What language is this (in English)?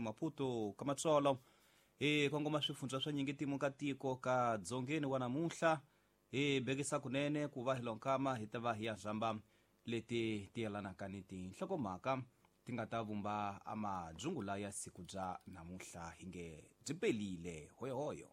Tsonga